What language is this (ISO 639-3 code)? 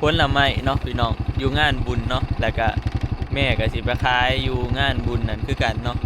tts